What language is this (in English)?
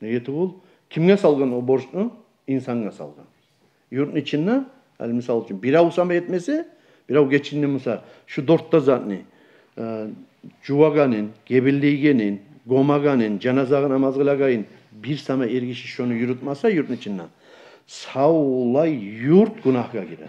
Kumyk